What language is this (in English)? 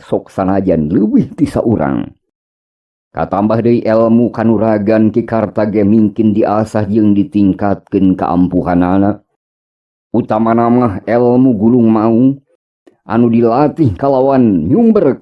Sundanese